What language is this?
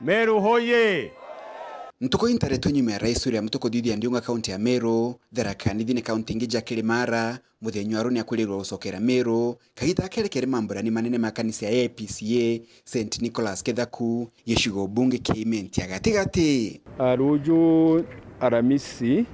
Meru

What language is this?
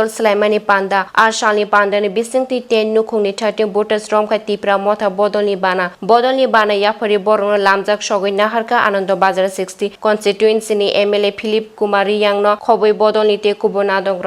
Kok Borok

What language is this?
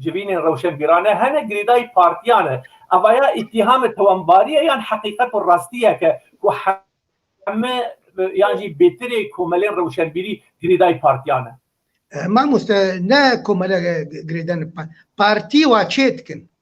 Kurdish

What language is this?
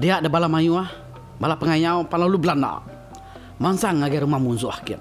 Iban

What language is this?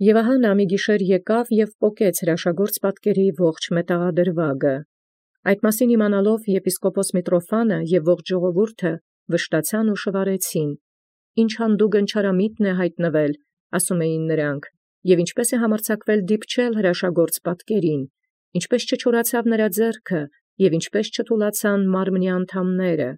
Armenian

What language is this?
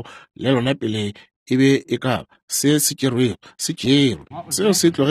Northern Sotho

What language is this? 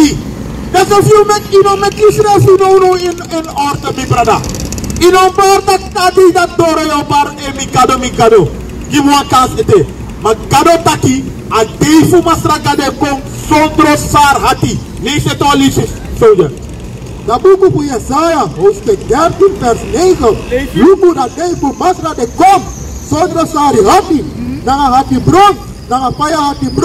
Sranan Tongo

